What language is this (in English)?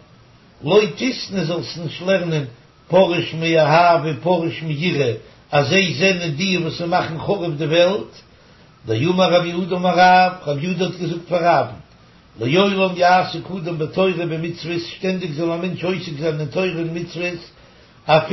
Yiddish